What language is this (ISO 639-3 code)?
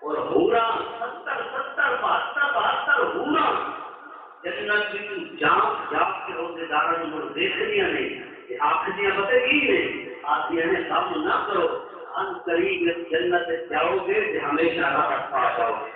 skr